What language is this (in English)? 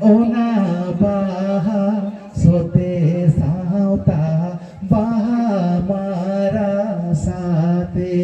Santali